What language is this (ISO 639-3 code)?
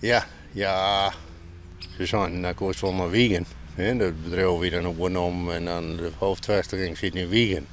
fry